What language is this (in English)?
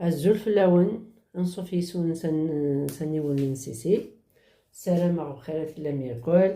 Kabyle